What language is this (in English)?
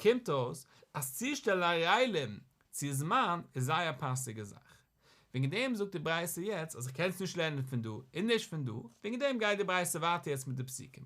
Yiddish